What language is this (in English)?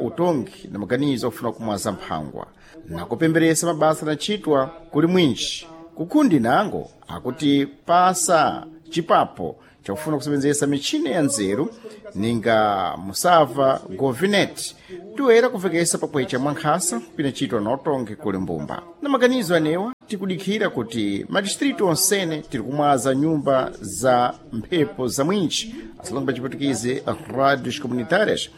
Sena